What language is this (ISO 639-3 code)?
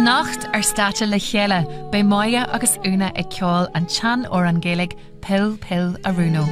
gle